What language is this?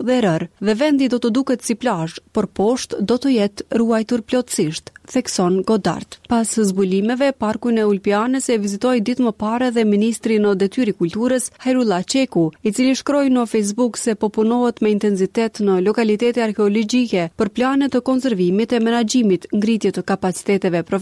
Albanian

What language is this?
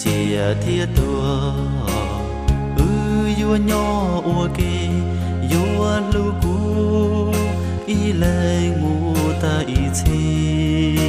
Hmong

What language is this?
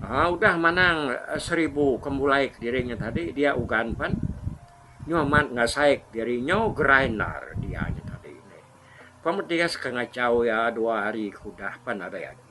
Iban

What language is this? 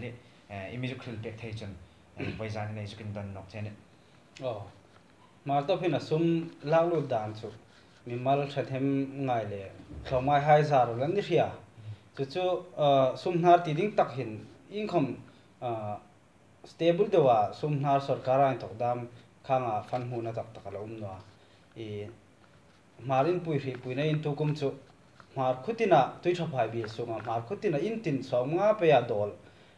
Hmar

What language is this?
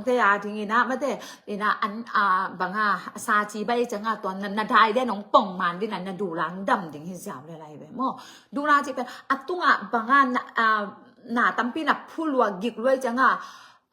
Tedim Chin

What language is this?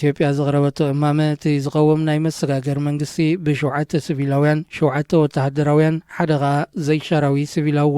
Tigrinya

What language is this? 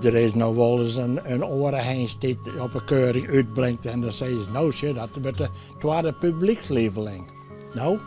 Western Frisian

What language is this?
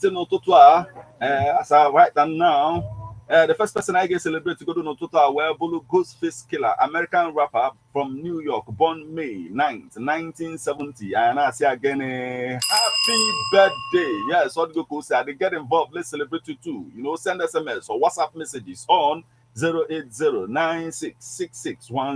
Igbo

